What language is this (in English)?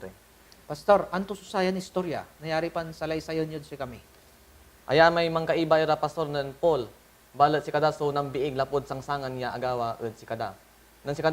Pangasinan